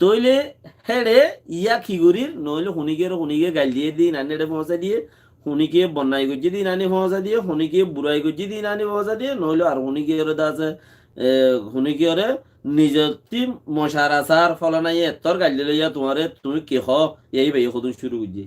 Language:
Rohingya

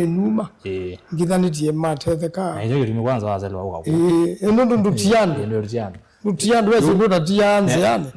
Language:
Kamba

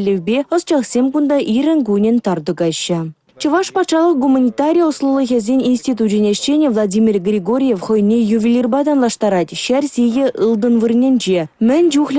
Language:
Chuvash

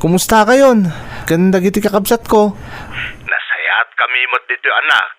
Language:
Iloko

